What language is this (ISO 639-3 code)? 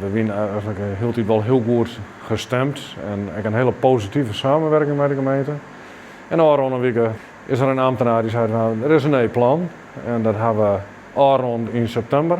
fry